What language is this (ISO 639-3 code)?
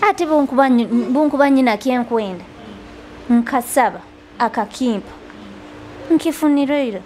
nyo